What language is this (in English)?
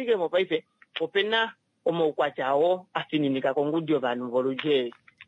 Kuanyama